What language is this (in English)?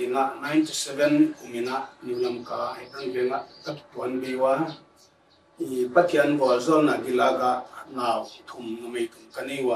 Paite Chin